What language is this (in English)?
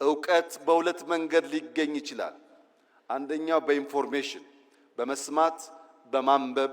Amharic